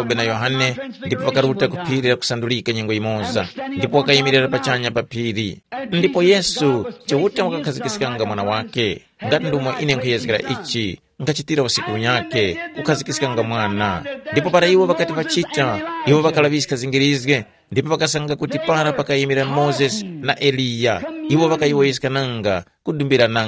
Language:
Tumbuka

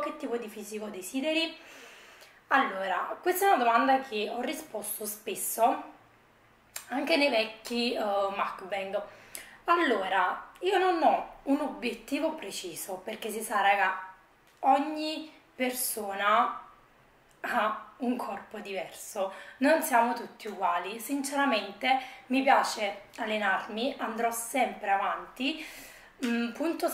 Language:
Italian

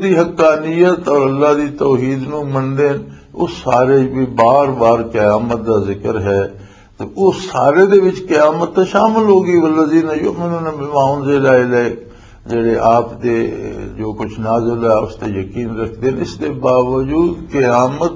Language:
Western Panjabi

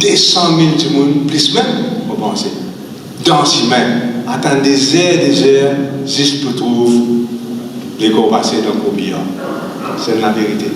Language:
Morisyen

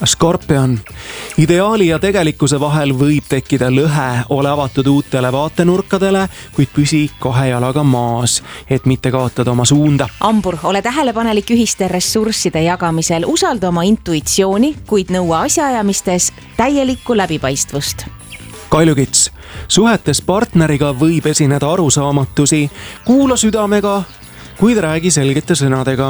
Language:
Estonian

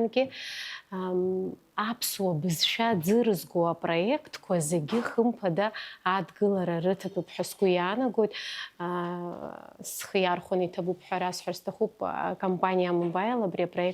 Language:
Abkhazian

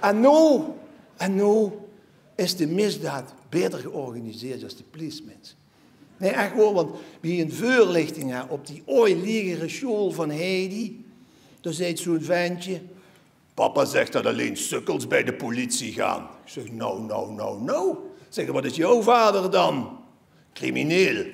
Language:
Limburgish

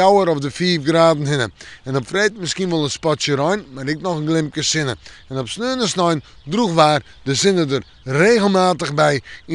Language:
Western Frisian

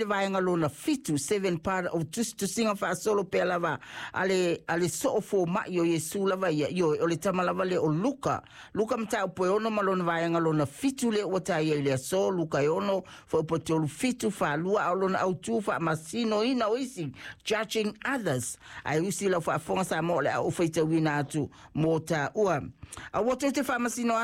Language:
Samoan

